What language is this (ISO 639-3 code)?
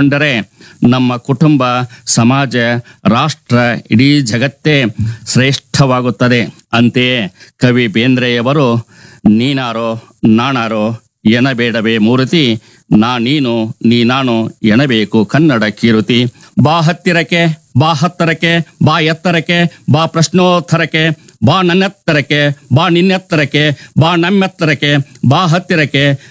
kan